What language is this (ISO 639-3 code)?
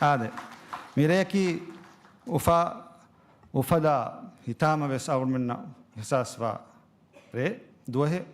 div